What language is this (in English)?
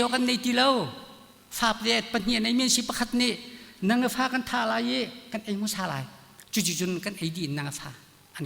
Hakha Chin